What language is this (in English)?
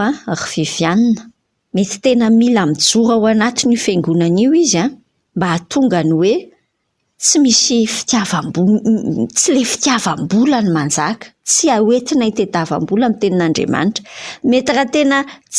Malagasy